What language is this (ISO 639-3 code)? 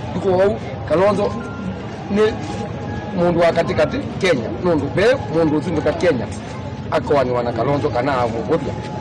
kam